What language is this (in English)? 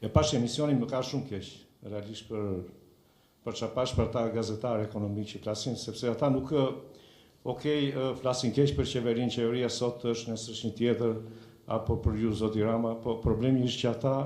Albanian